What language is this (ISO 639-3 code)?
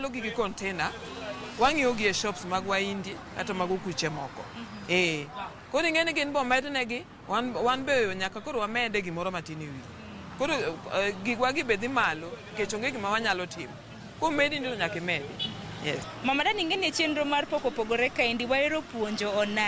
luo